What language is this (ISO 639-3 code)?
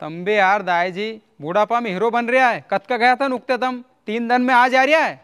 raj